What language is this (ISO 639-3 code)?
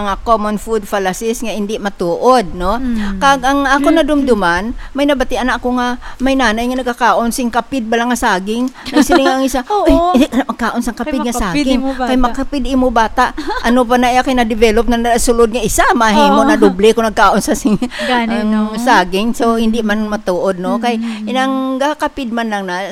hil